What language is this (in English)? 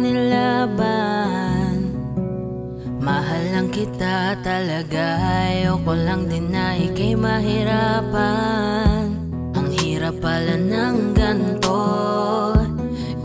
Filipino